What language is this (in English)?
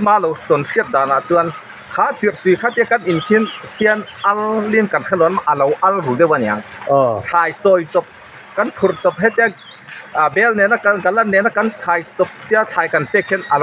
Mizo